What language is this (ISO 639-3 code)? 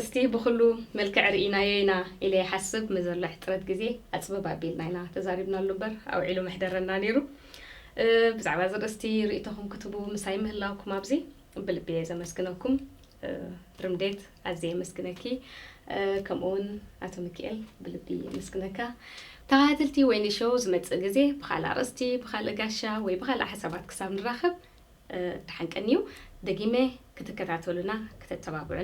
tir